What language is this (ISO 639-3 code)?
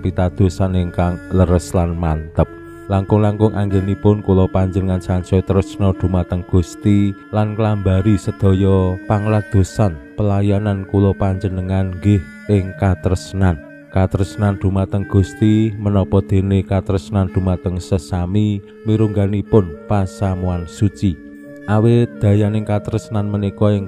jav